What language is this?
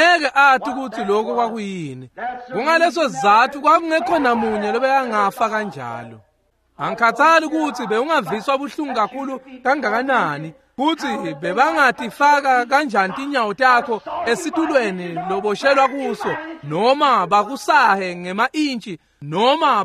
Swati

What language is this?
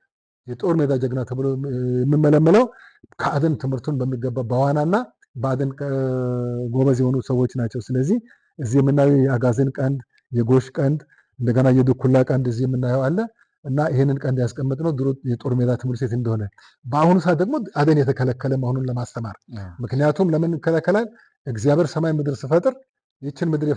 Amharic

